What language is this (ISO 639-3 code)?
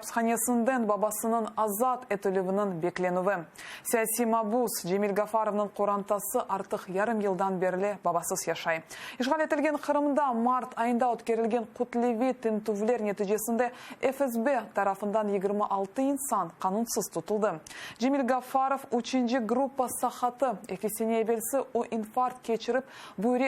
crh